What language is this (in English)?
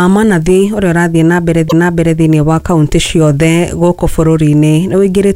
Kikuyu